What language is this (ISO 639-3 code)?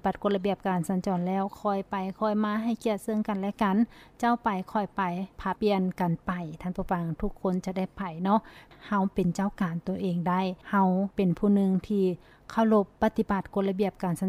lao